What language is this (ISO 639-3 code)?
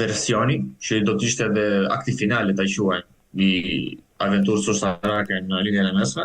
sqi